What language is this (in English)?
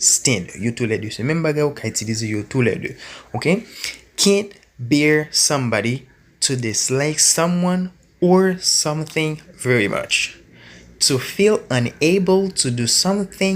Haitian Creole